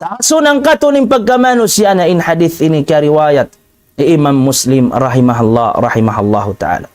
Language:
Tausug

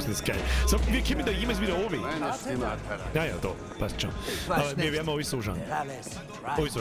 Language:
Bavarian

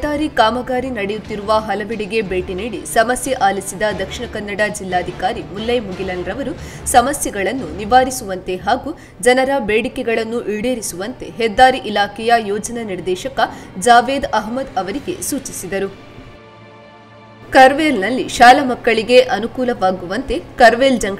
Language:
Kannada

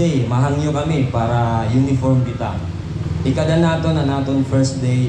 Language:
Waray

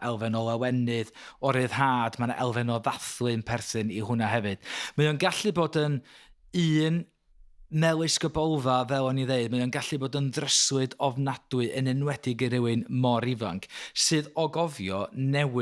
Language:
Welsh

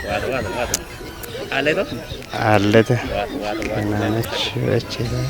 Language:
Kafa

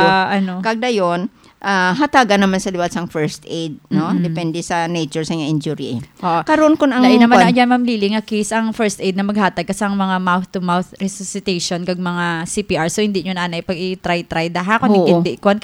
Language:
Hiligaynon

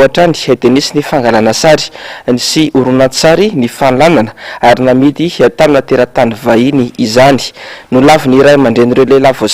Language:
Malagasy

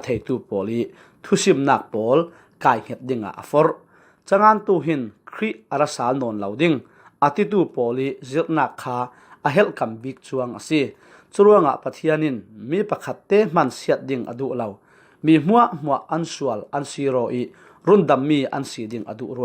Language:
Falam Chin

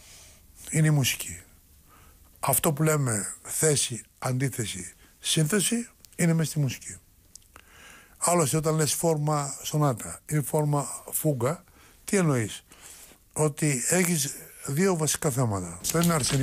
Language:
Greek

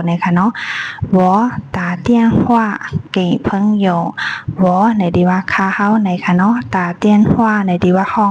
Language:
Shan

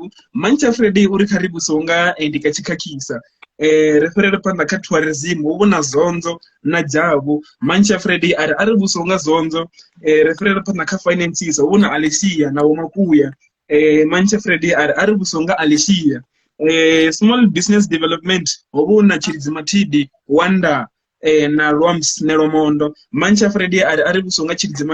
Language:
Venda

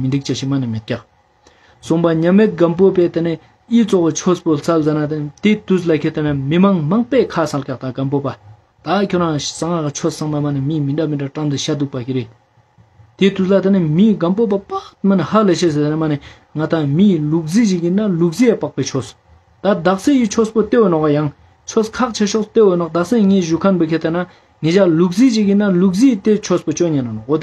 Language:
Ladakhi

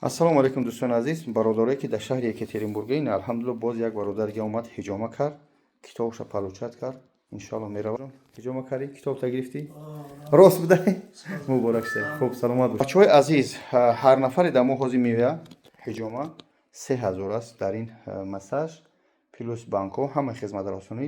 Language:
Tajik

